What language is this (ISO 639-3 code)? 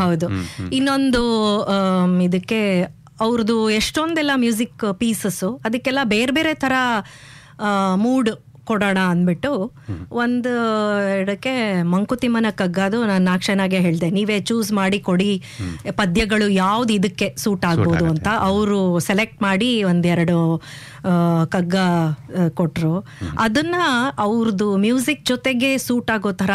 kan